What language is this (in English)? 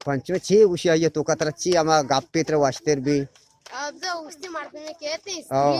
Eastern Balochi